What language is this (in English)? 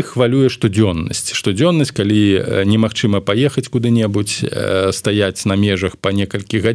Belarusian